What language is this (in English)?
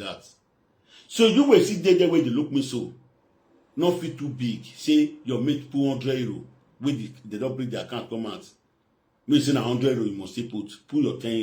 Nigerian Pidgin